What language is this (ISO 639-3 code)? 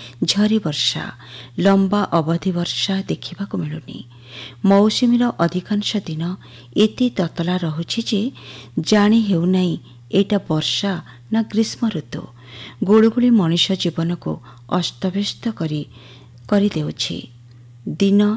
ori